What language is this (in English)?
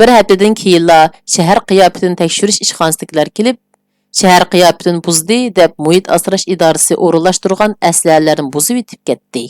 Uyghur